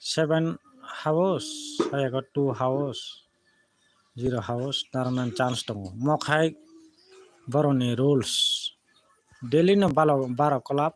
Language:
Kok Borok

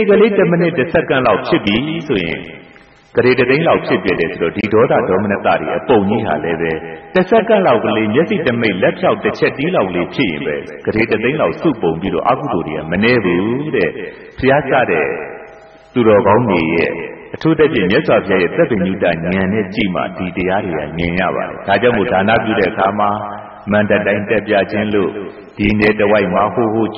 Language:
Burmese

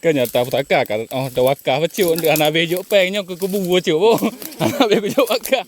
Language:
Achinese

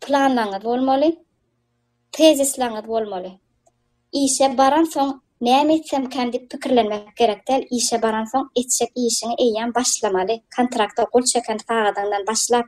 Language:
Turkmen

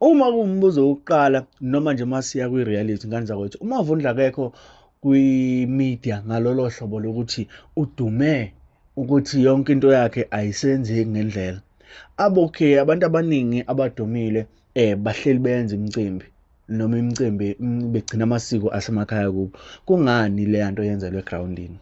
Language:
Zulu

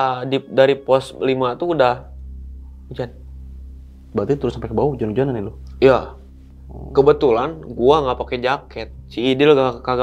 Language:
Indonesian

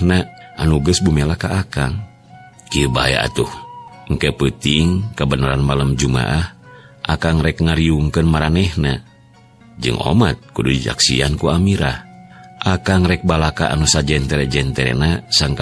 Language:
Sundanese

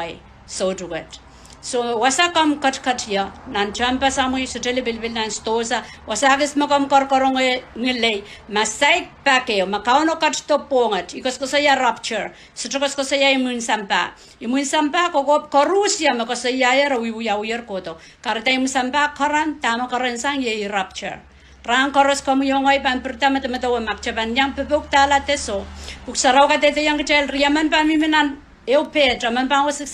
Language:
Pohnpeian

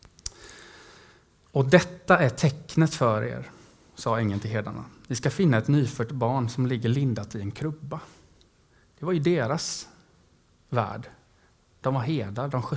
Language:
Swedish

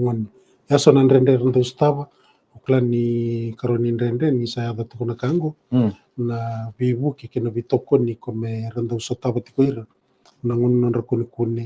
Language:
Fijian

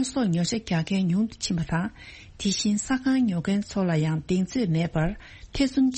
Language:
Tibetan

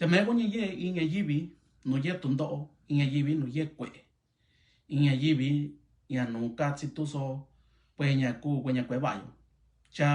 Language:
Mixtepec Mixtec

